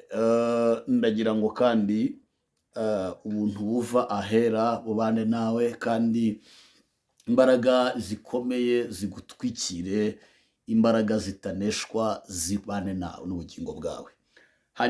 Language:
Kinyarwanda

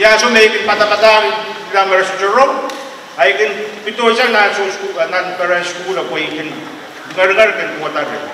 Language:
Pohnpeian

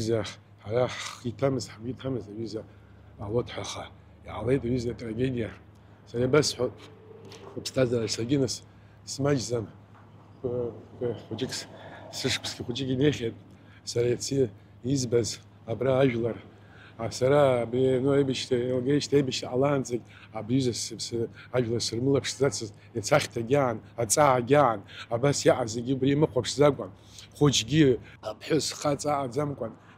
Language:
Abkhazian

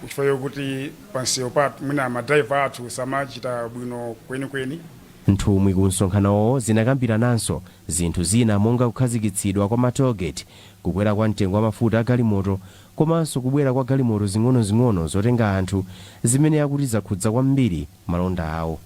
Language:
Nyanja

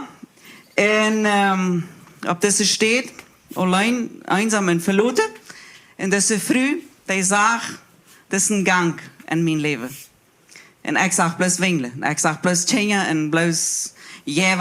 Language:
Plautdietsch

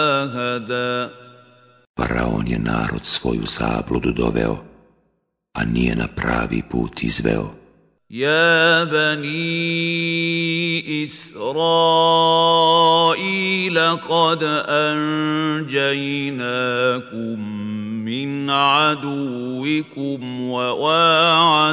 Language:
Bosnian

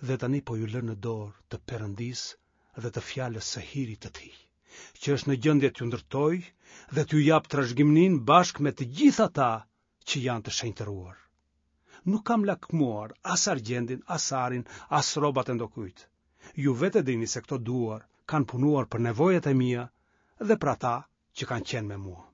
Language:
Albanian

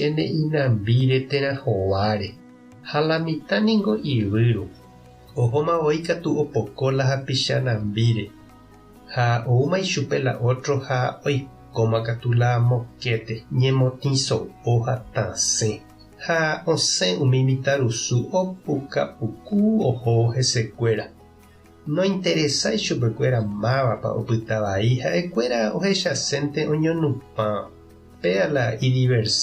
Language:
Guarani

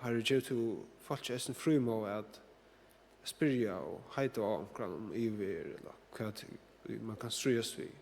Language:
Faroese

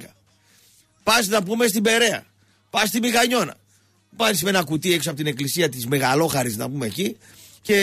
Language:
Greek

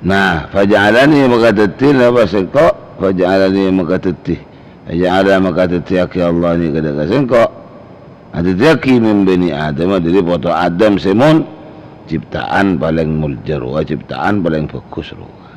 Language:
Madurese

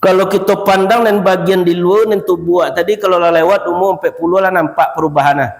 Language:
Minangkabau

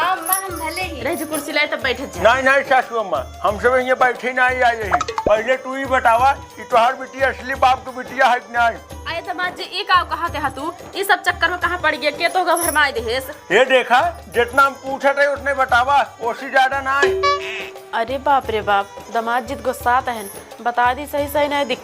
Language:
Awadhi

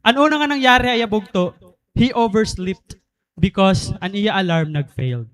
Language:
Waray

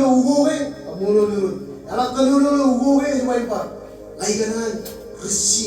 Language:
Marshallese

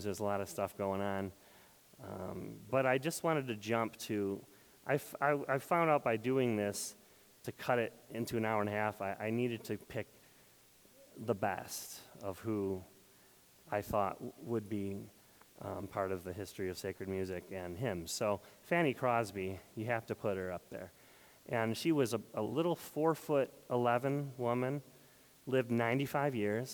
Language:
English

